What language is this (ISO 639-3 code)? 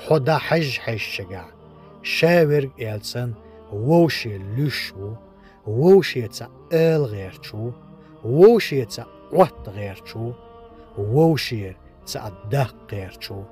che